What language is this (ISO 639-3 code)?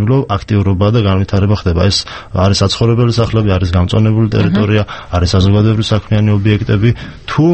kat